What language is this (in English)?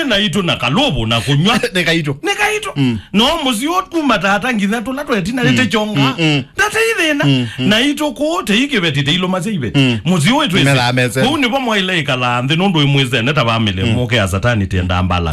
Kamba